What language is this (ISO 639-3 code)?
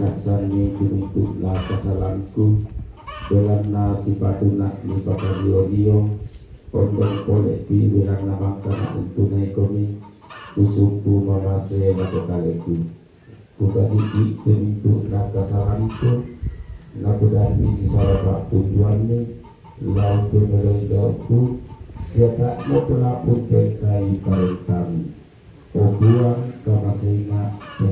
sda